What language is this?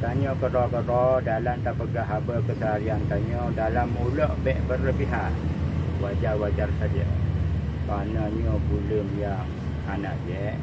Achinese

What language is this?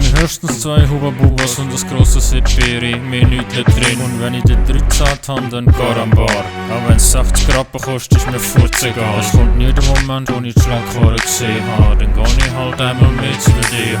Swiss German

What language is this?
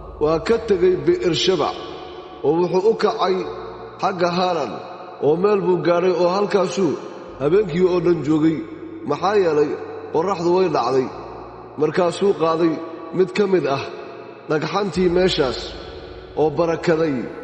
Somali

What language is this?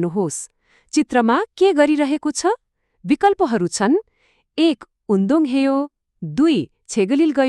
Nepali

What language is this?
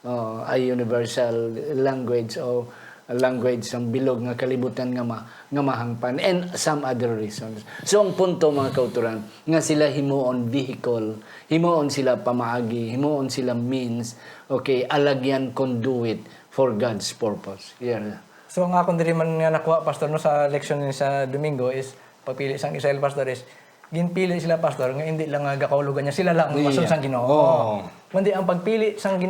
Hiligaynon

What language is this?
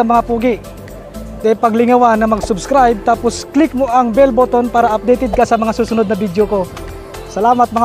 Bikol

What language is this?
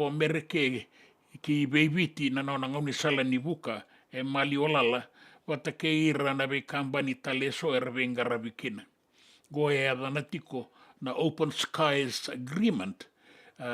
Fijian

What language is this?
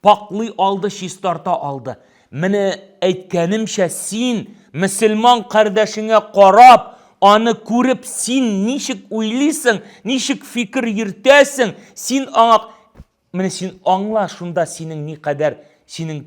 Tatar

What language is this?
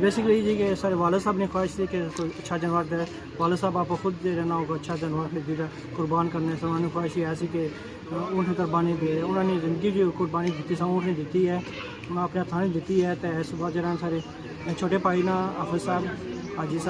Pahari-Potwari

